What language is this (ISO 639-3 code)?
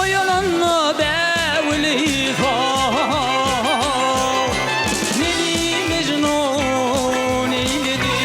tuk